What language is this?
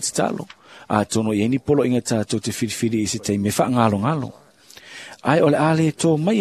Samoan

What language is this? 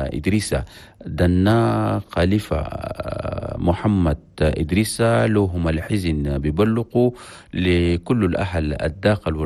Chadian Arabic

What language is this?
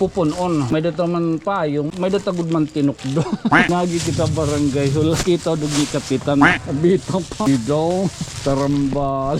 Waray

